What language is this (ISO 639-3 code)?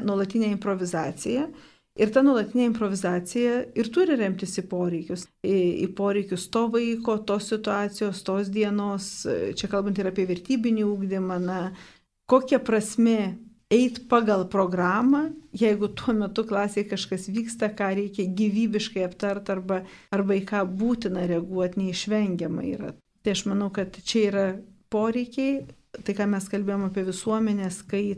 lit